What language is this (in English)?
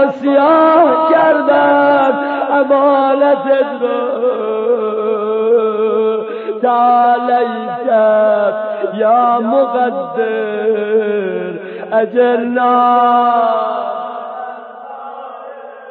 Persian